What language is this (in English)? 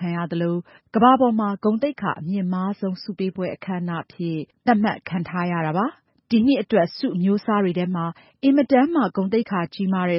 Burmese